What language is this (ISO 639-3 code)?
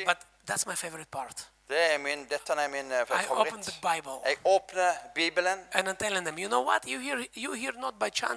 nor